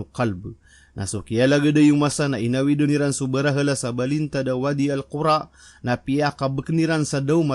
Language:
Maranao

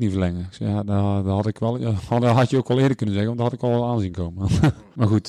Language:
Dutch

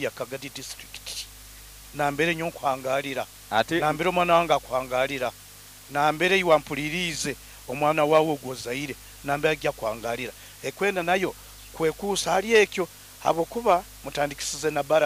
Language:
Nyoro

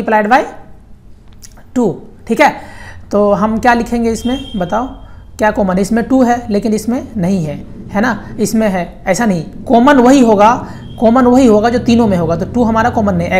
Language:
Hindi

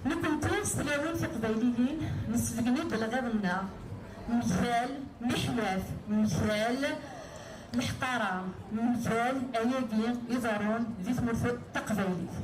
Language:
Kabyle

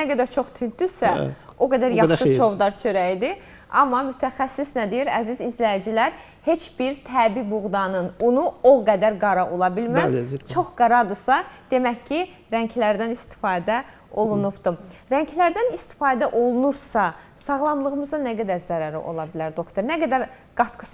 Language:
Azerbaijani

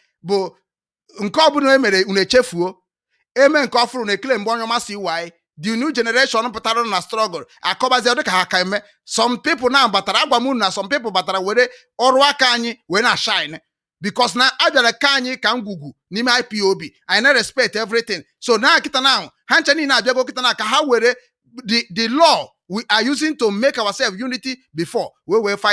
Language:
Igbo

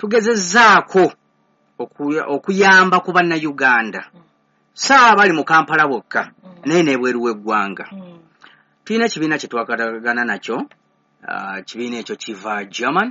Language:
Ganda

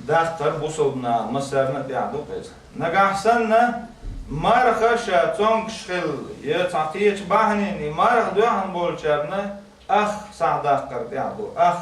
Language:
Chechen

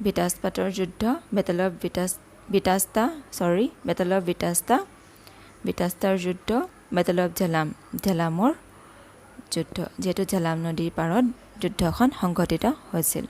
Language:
Assamese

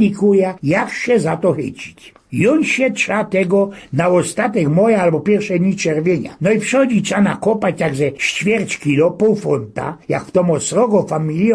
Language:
Silesian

